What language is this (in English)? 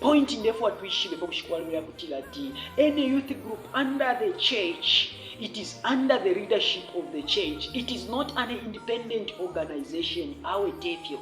Bemba